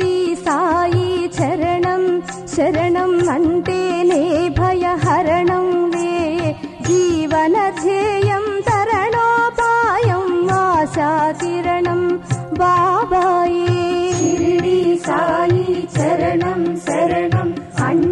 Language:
Telugu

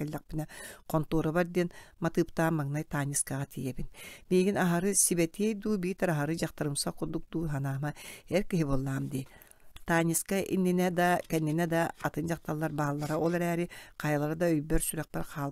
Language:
Yakut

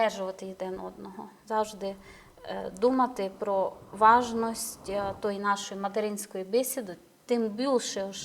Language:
Rusyn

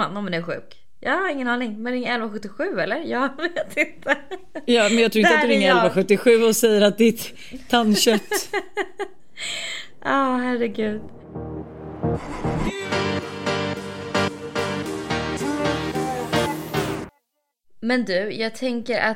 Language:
Swedish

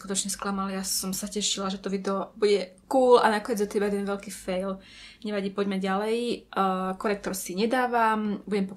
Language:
Slovak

